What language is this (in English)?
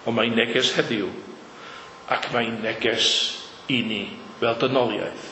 Welsh